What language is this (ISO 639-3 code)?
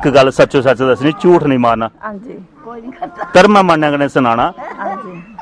doi